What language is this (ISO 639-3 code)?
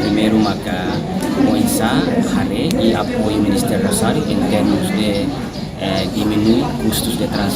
tet